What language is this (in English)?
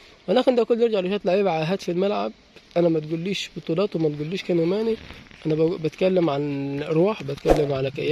Egyptian Arabic